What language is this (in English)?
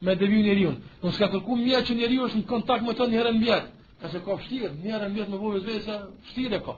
Albanian